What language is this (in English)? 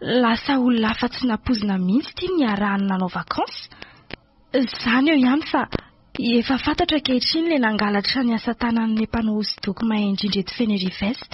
Malagasy